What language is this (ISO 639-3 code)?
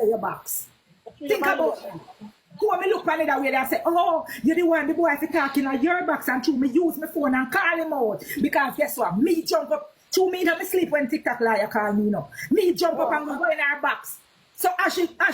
jam